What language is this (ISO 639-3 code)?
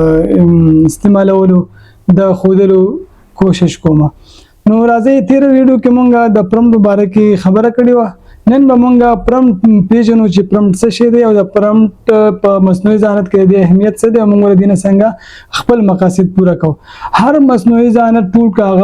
pus